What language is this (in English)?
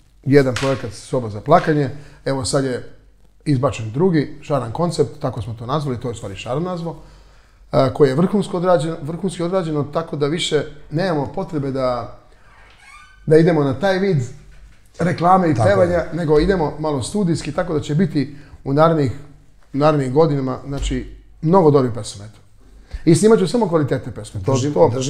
Serbian